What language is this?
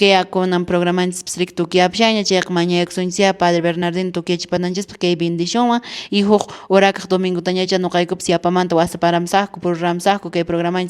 Quechua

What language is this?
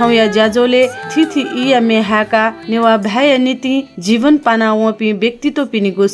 Newari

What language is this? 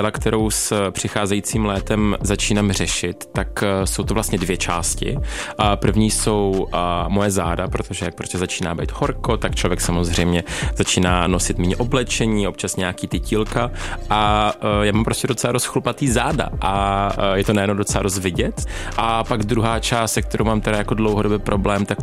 Czech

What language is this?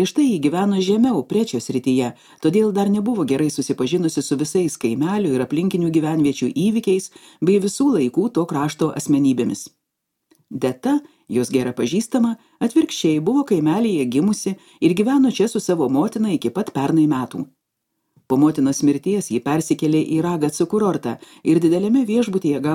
Lithuanian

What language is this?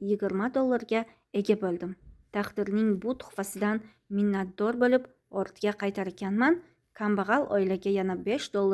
Uzbek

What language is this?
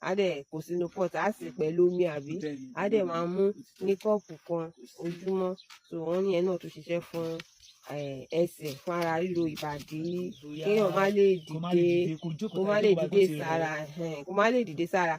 Yoruba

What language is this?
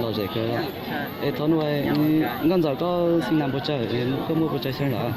Hmong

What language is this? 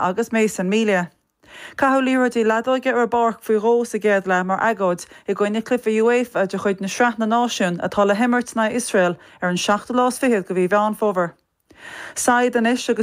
Irish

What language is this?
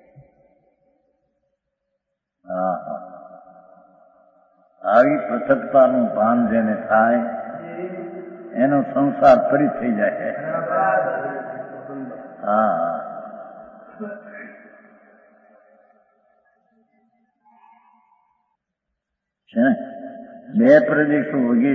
Gujarati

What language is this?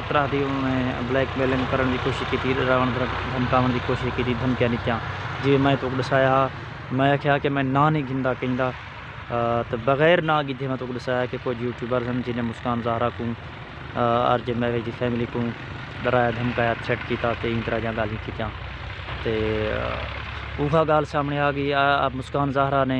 Saraiki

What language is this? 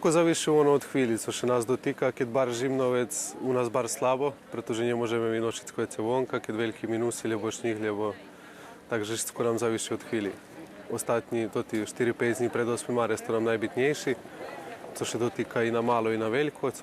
Rusyn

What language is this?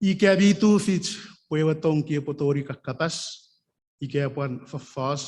Chuukese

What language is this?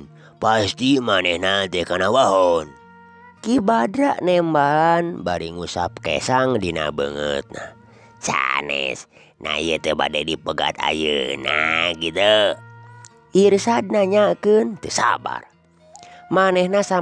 Sundanese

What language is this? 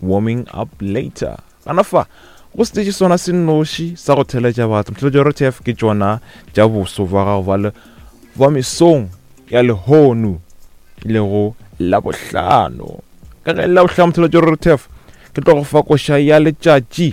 Northern Sotho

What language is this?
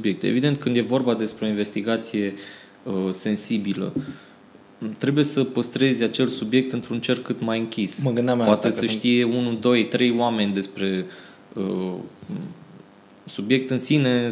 Romanian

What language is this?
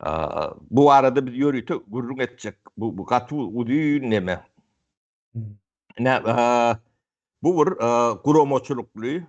Turkmen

